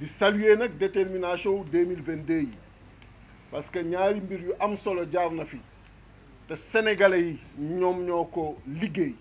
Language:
Wolof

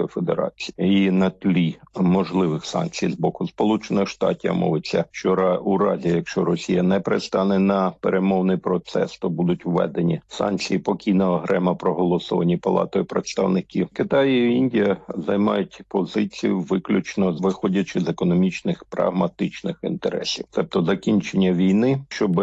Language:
Ukrainian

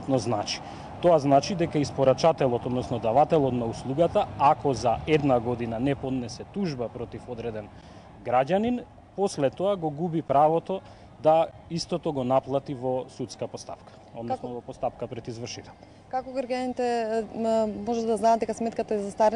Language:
Macedonian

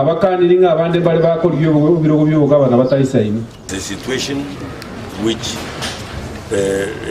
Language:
Gusii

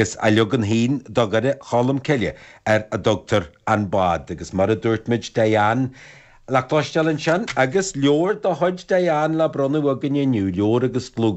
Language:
Irish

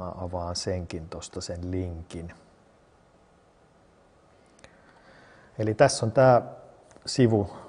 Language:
Finnish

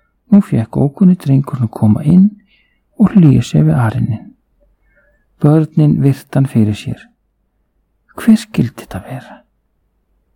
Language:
Icelandic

